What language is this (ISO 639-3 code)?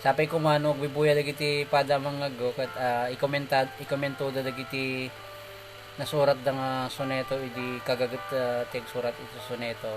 ilo